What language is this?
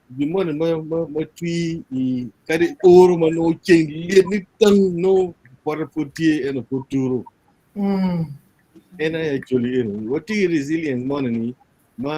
Acoli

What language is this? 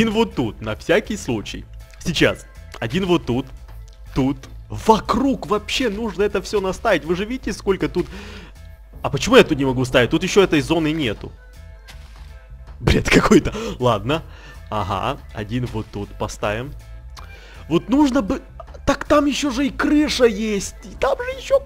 Russian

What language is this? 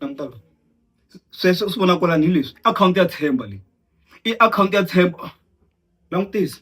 Tsonga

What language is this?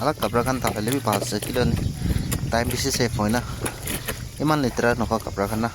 Naga Pidgin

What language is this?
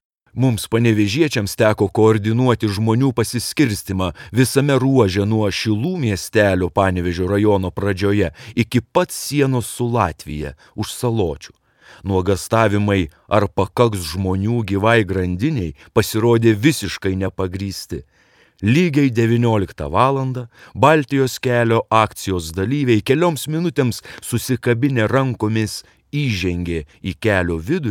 Lithuanian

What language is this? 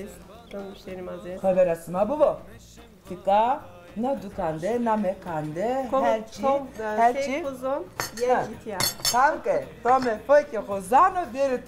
Zaza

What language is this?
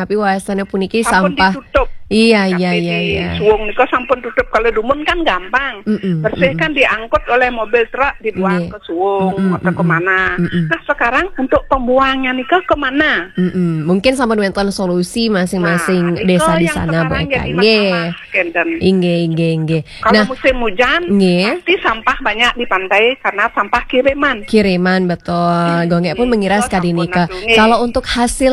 Balinese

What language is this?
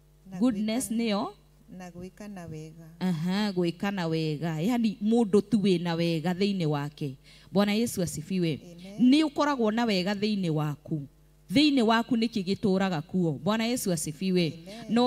Kikuyu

